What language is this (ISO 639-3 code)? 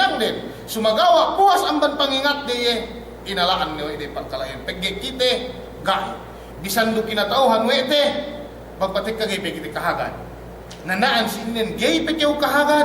yka